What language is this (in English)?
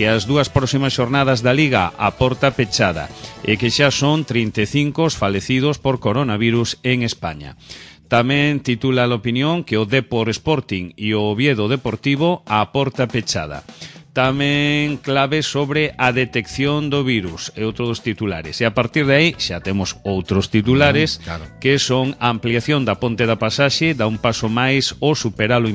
Galician